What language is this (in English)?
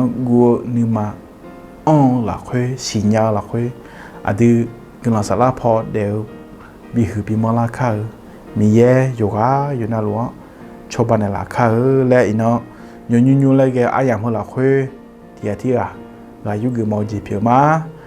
Akha